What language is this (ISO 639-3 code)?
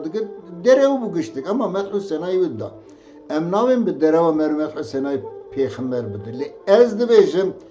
kur